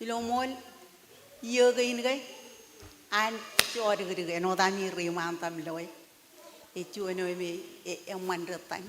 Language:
Marshallese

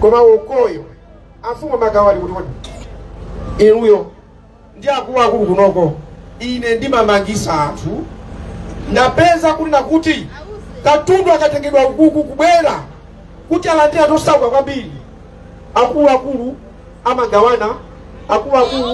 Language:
Nyanja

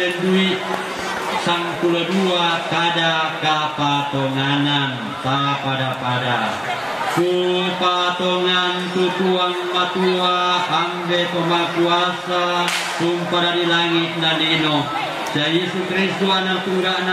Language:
Toraja-Sa'dan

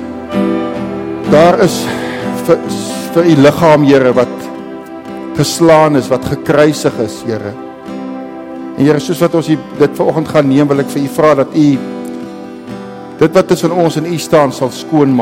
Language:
Afrikaans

